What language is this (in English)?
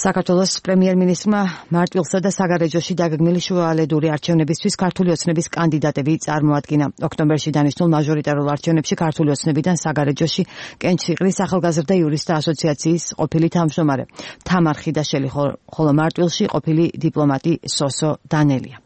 Georgian